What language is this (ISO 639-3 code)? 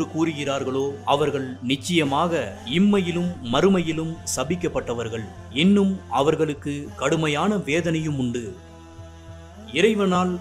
tam